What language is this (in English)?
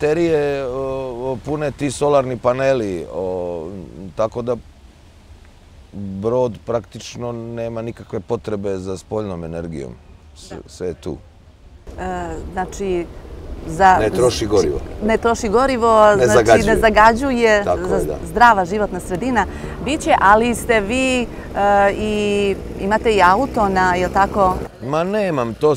Serbian